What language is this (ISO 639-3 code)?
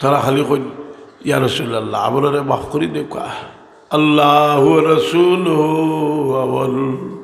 syl